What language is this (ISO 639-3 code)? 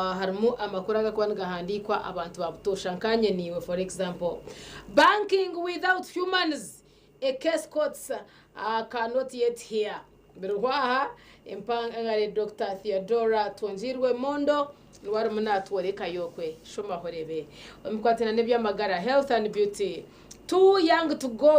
nyn